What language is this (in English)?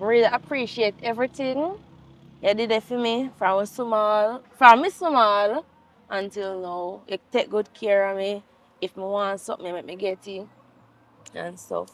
Jamaican Creole English